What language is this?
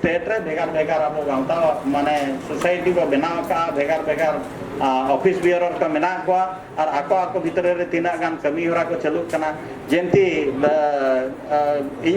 Santali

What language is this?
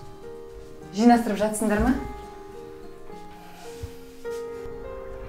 Kazakh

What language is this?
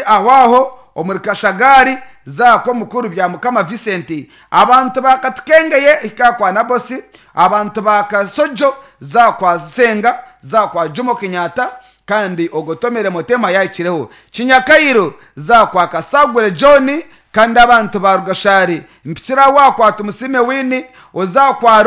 Nyankole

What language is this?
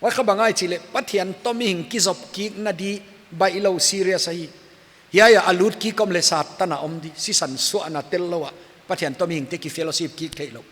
Paite Chin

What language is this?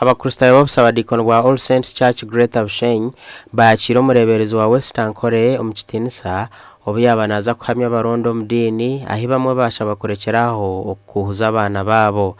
Nyankole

